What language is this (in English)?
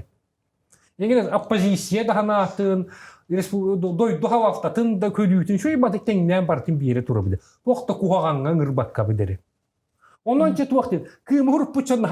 Yakut